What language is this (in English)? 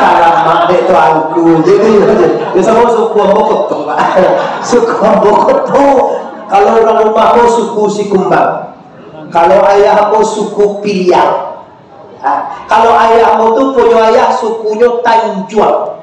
Minangkabau